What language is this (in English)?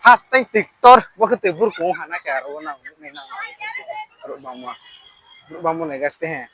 Riang (India)